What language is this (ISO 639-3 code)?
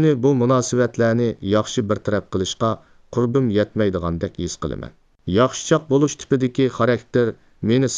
uig